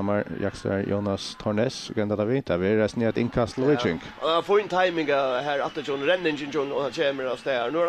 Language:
Faroese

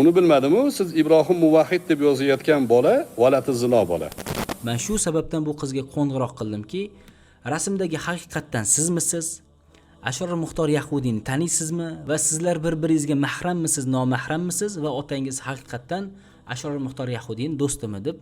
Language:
Uzbek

